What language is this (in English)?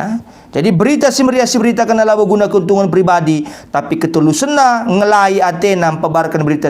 Batak Karo